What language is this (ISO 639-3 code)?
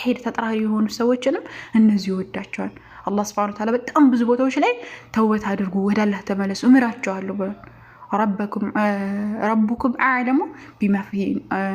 amh